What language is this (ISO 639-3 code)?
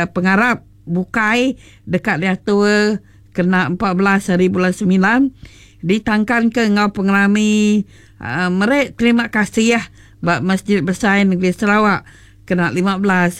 iba